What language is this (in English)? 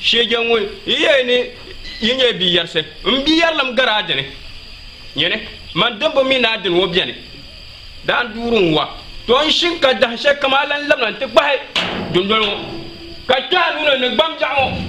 Dagbani